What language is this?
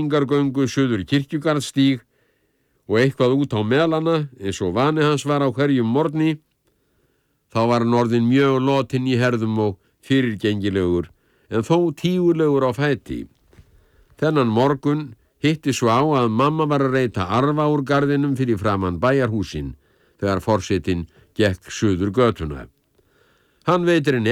Icelandic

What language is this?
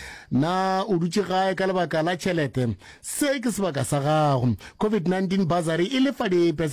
Northern Sotho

